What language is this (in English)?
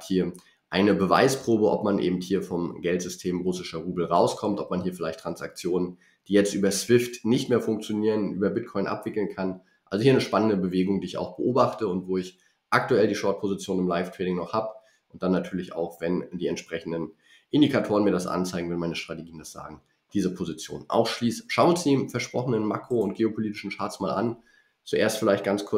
German